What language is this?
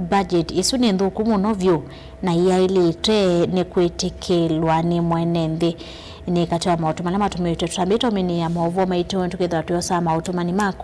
Kamba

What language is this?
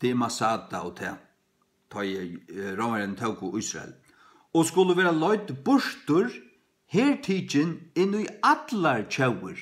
Faroese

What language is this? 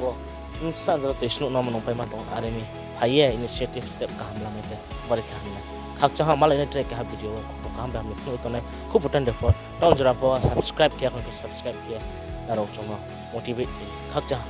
Riang (India)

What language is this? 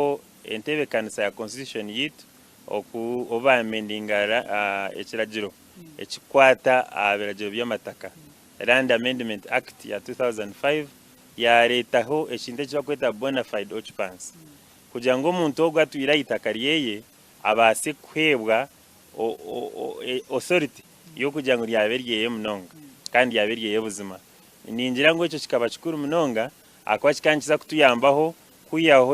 Nyankole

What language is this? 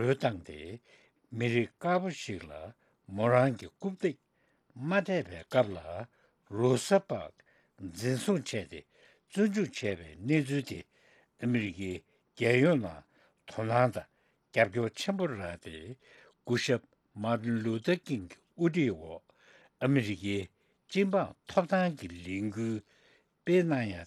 Tibetan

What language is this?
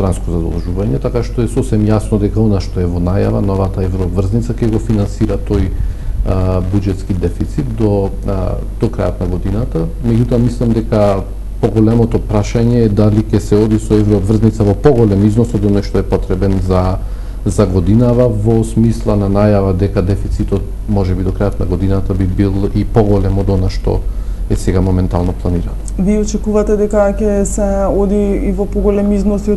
Macedonian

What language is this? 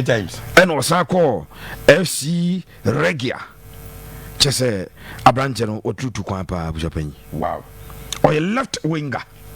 Akan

